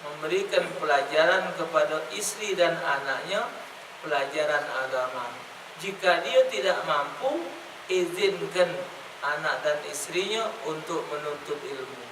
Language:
Musi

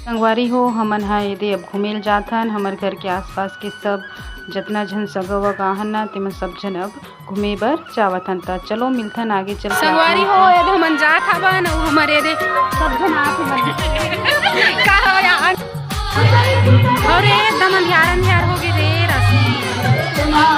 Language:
Chhattisgarhi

